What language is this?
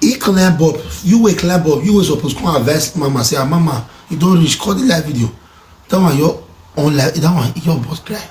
Nigerian Pidgin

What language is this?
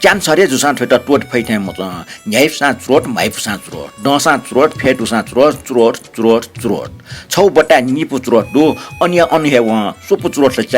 Newari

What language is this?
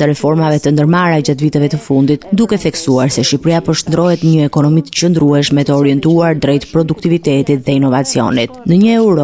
Albanian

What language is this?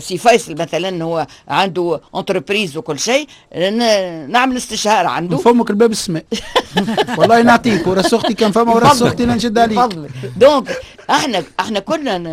Tunisian Arabic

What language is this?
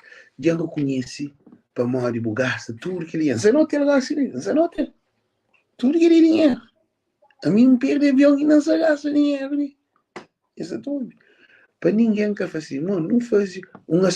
Kabuverdianu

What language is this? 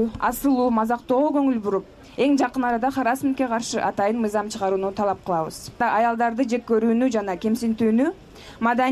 Kyrgyz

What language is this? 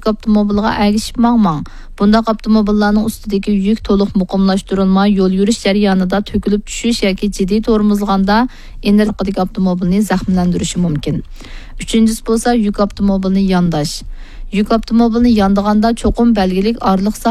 Uyghur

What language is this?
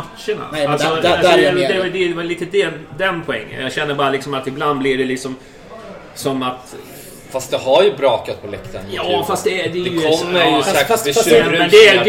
Swedish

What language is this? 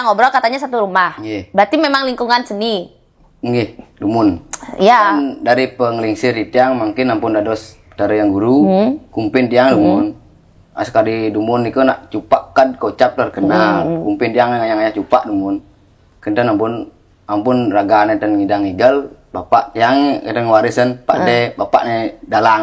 Balinese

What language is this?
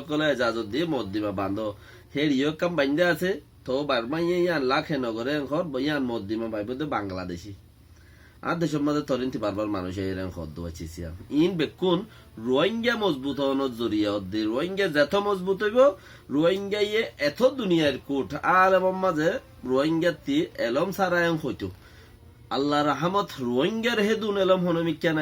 Rohingya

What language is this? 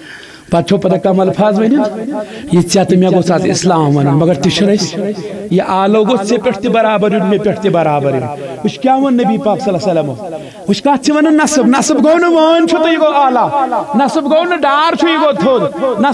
Kashmiri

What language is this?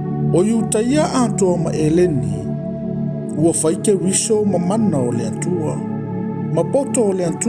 Samoan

